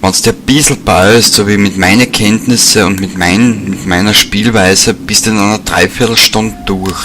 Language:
Bavarian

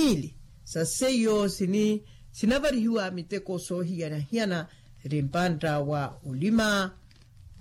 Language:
Makhuwa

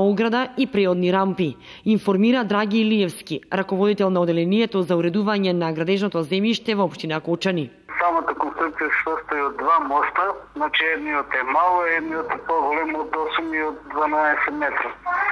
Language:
Macedonian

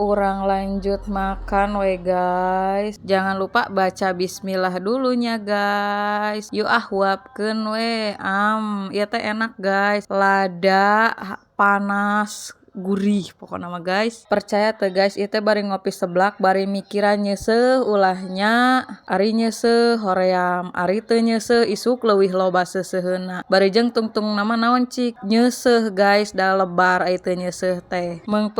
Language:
Sundanese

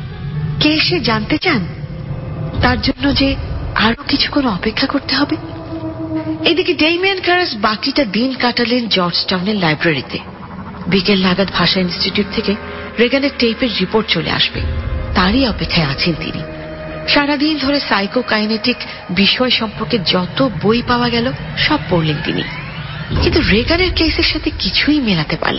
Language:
Bangla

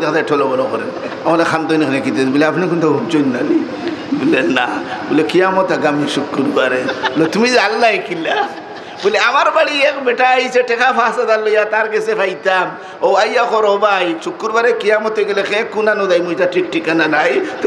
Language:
Sylheti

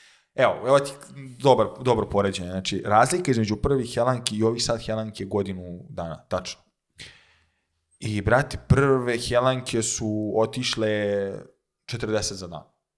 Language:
Serbian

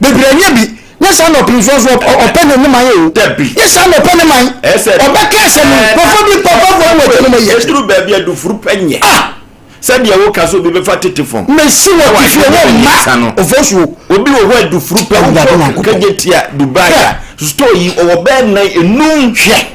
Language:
Akan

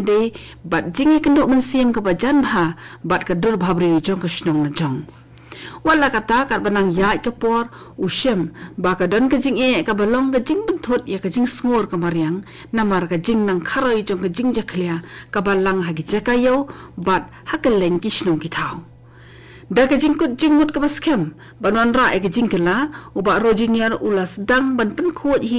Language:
Khasi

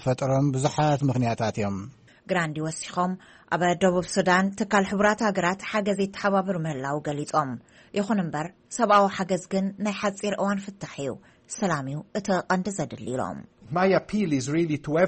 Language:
Tigrinya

